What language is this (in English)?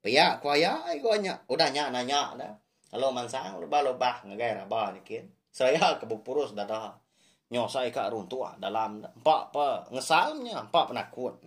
Iban